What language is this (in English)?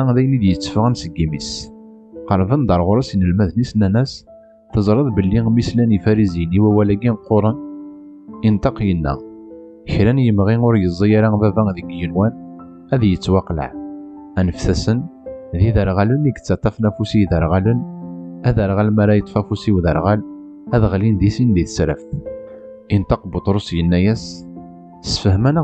Kabyle